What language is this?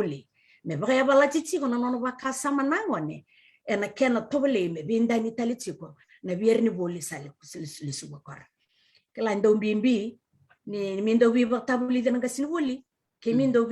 Fijian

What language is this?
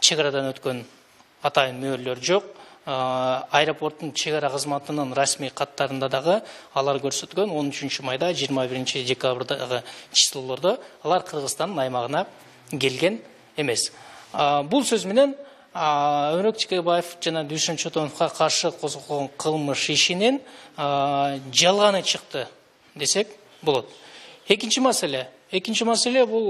Kyrgyz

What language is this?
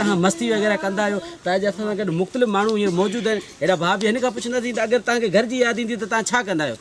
Sindhi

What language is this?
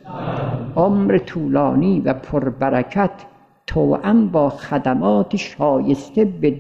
Persian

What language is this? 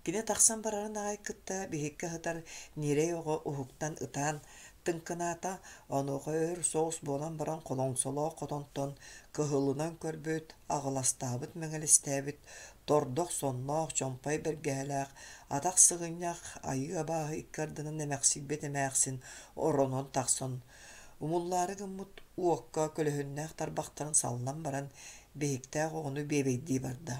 Yakut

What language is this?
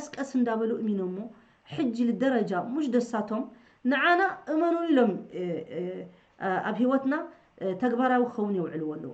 Tigrinya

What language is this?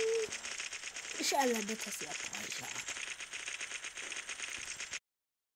Hungarian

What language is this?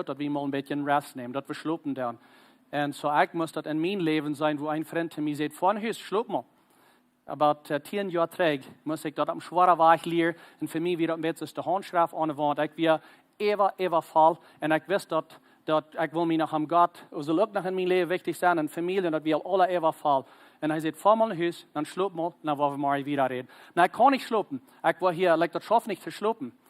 Plautdietsch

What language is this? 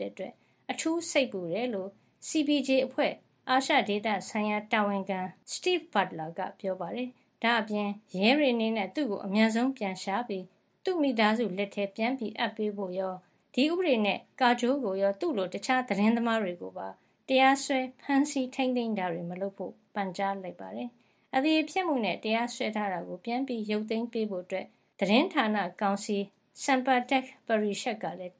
Burmese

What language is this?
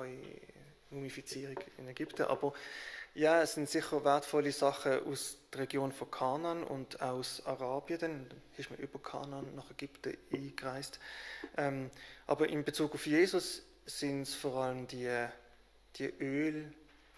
Swiss German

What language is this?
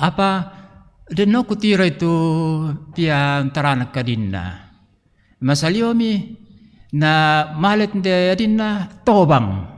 Toraja-Sa'dan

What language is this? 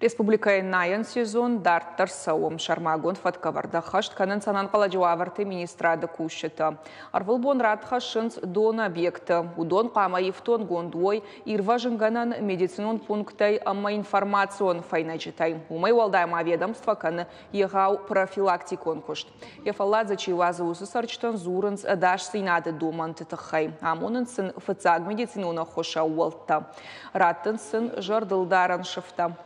Ossetic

